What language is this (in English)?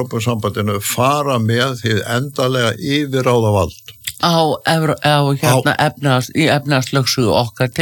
Icelandic